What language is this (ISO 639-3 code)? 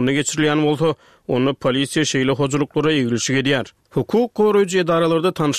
tuk